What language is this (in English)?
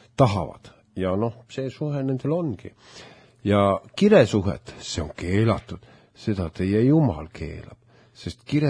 Estonian